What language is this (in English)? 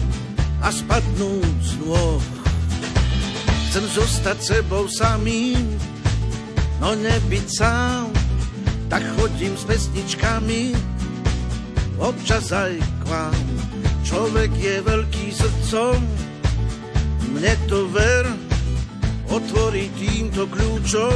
Slovak